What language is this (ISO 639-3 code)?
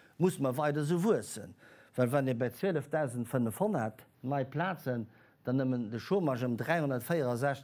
ltz